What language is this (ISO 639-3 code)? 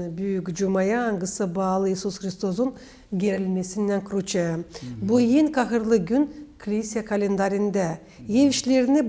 gag